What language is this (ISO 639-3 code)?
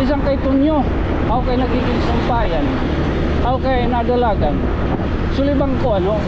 war